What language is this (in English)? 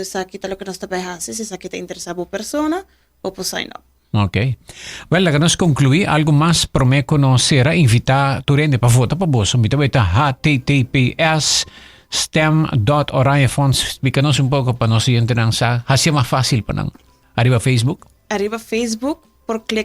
Papiamento